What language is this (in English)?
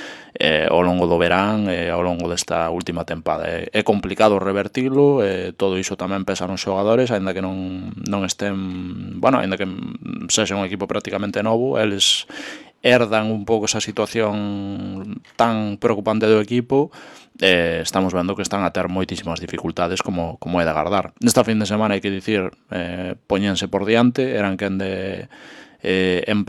Galician